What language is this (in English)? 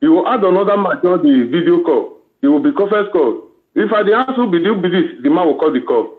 Nigerian Pidgin